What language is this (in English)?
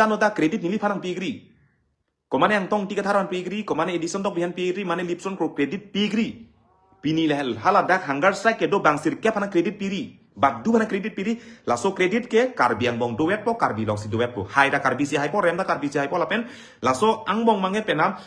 Karbi